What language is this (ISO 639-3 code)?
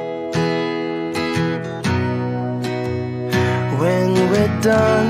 eng